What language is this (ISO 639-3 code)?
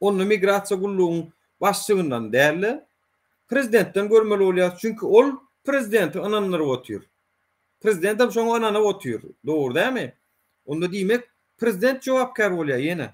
tuk